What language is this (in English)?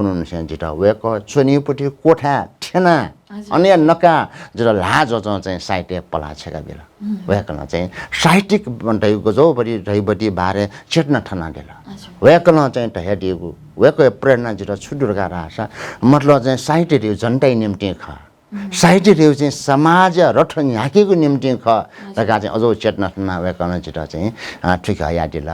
Newari